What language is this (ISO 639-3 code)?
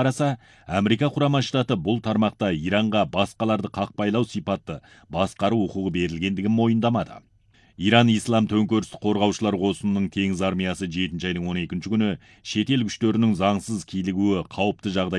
kaz